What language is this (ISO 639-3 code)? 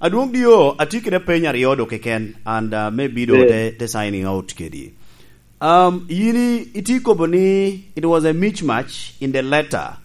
laj